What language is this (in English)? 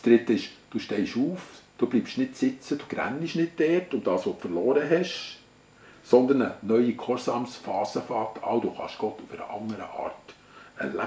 Swiss German